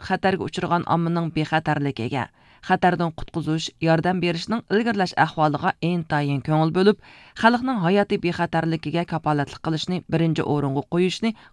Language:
Uyghur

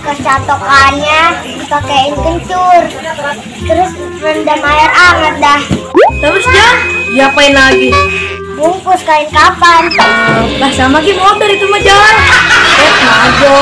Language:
Betawi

